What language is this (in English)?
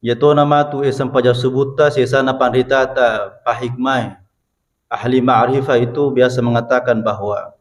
Buginese